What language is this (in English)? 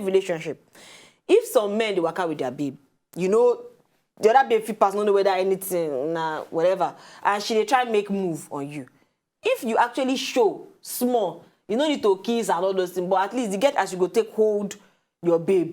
Nigerian Pidgin